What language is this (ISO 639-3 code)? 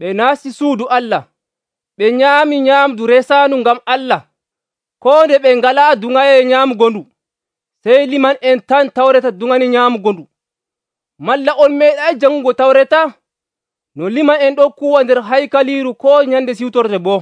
fuv